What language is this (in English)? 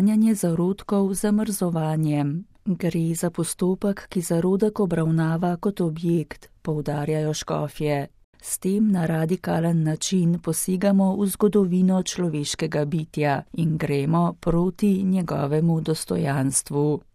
Slovenian